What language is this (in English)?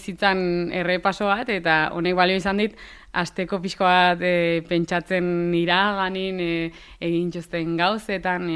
Basque